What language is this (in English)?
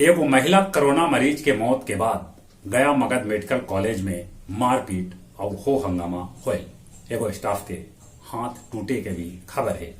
Magahi